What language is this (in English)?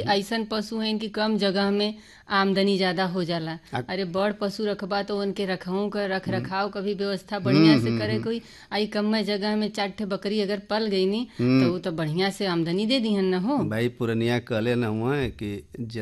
Bhojpuri